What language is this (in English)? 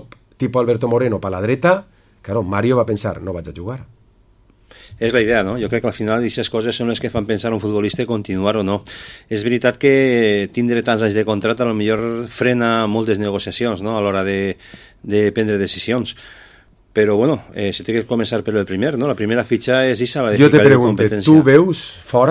Catalan